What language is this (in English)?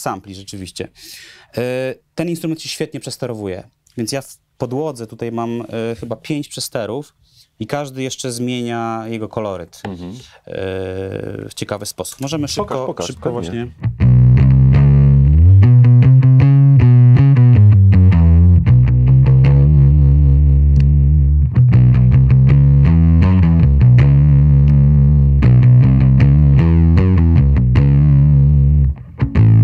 Polish